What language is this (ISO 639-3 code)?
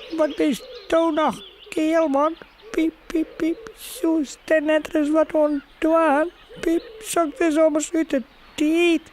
fry